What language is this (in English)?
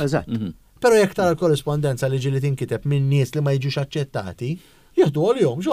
Maltese